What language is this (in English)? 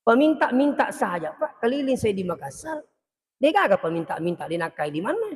Buginese